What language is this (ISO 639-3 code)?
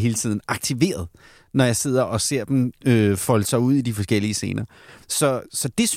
dan